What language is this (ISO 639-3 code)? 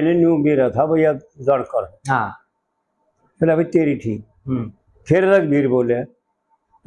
bgc